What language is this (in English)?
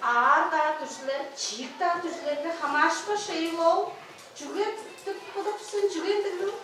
Tuvinian